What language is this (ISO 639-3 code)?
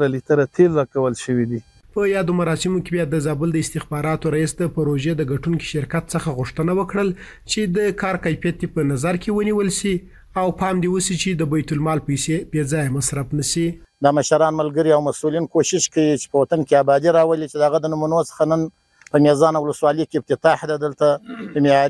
pus